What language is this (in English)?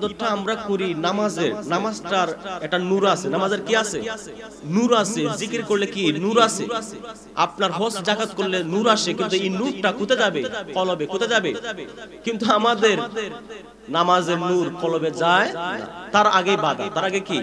Bangla